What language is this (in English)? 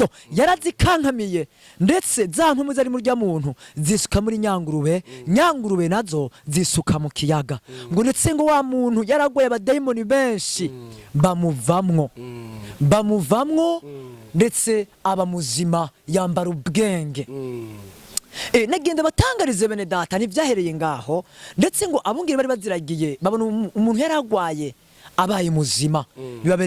Rundi